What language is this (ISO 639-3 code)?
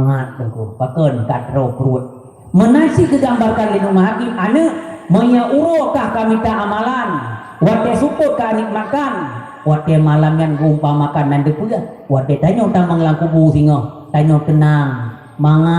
ace